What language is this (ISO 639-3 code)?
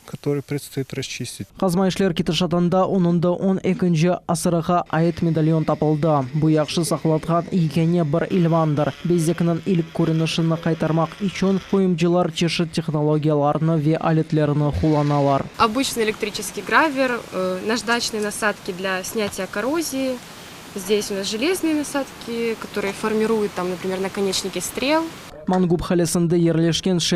crh